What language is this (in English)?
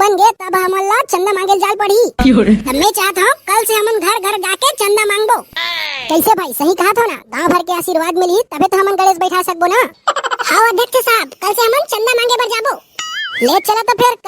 Chhattisgarhi